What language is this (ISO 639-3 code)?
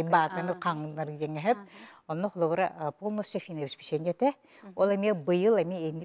sah